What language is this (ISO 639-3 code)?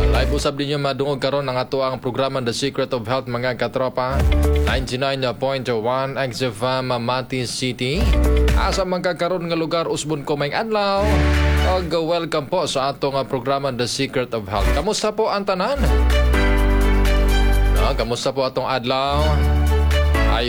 ceb